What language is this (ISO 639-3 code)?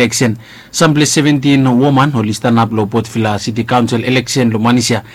bis